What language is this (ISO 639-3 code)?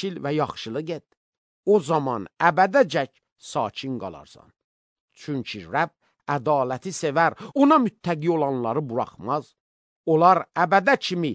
aze